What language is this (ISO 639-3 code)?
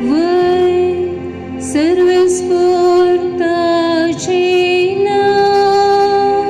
kok